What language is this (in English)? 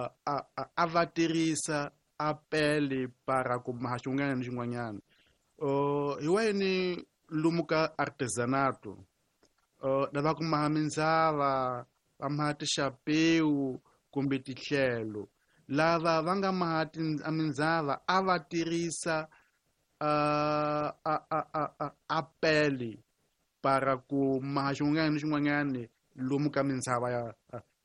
Tsonga